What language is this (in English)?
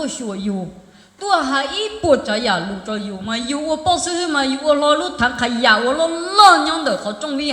Hmong